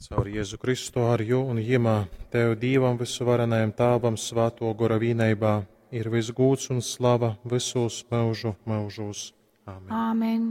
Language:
Latgalian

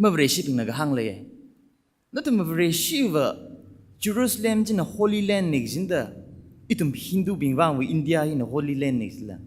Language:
Tangkhul Naga (India)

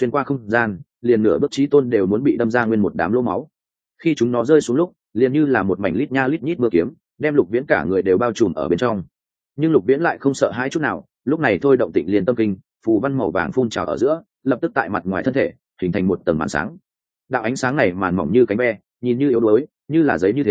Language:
Vietnamese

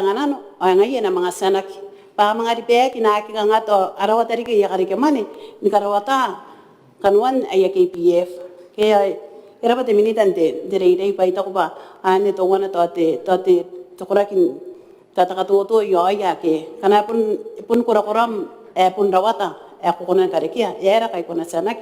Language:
Gilbertese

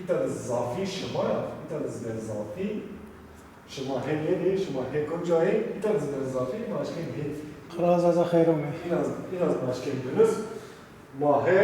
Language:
Zaza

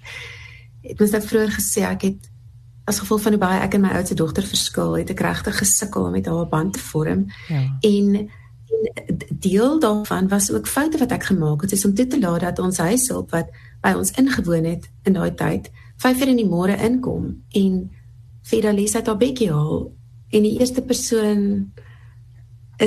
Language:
Afrikaans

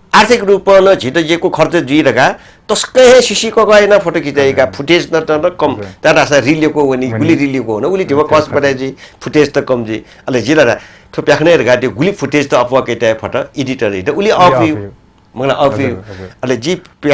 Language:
Newari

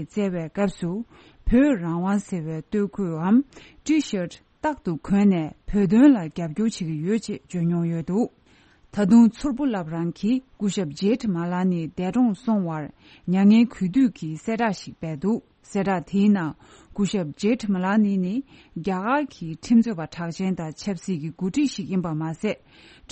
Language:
Tibetan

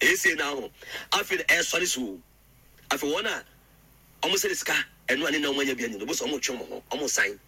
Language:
Akan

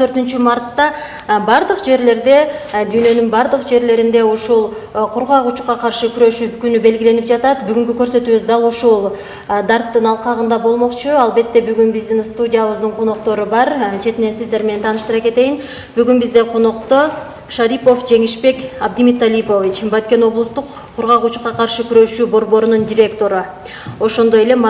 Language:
Kyrgyz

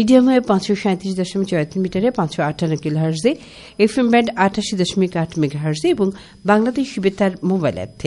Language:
Bangla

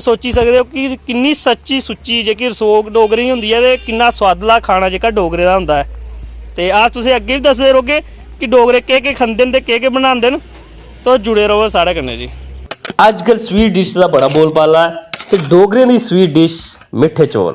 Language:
Dogri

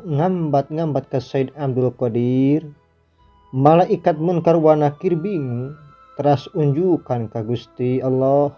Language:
Sundanese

